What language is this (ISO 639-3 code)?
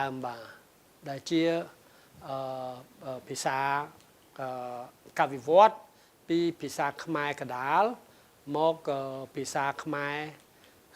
khm